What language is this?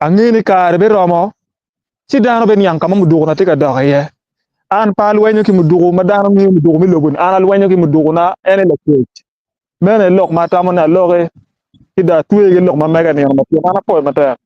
Acoli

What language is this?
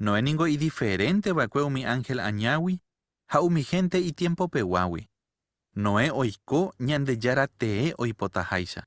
Guarani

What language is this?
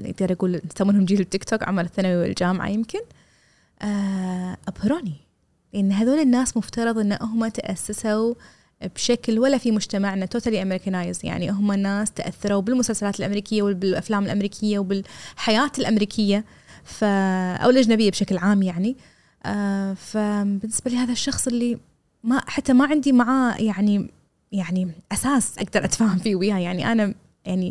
Gulf Arabic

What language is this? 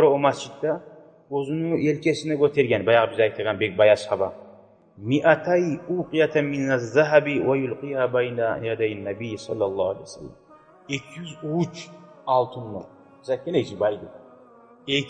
Kumyk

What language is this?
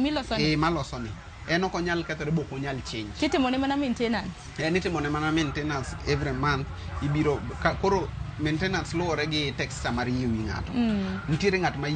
Luo (Kenya and Tanzania)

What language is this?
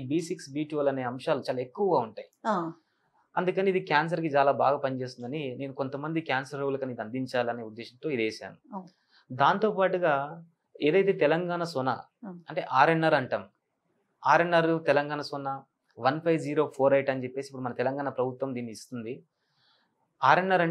Telugu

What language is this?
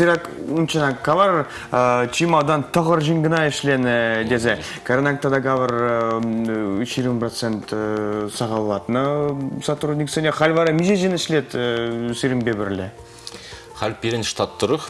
Chuvash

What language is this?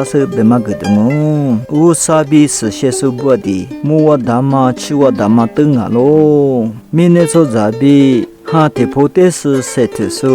Lisu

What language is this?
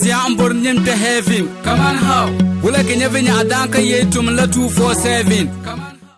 Dagbani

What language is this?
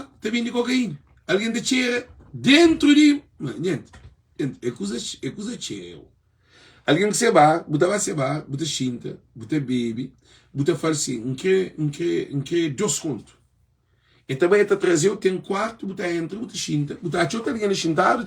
Kabuverdianu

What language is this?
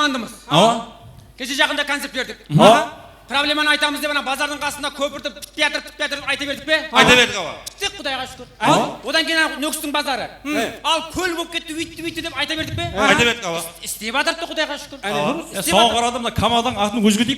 Kara-Kalpak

